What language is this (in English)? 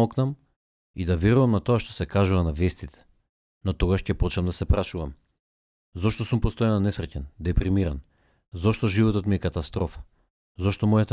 Macedonian